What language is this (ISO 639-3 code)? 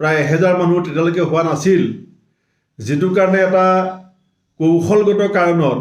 asm